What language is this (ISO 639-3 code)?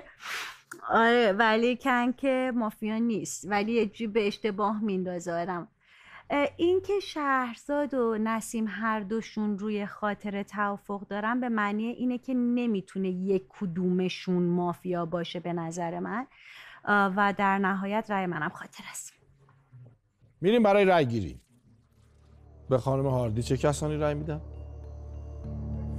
fas